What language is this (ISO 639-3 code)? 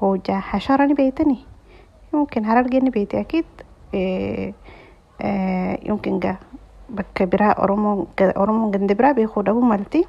orm